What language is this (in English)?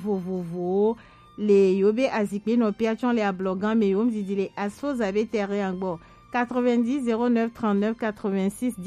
Gen